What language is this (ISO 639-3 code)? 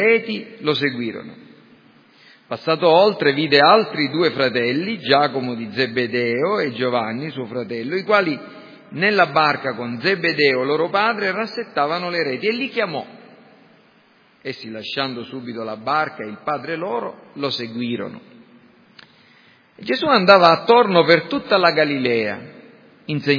ita